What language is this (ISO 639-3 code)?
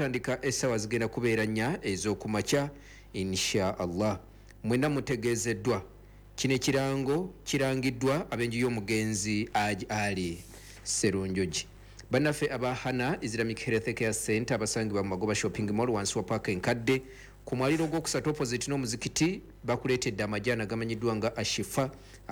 lug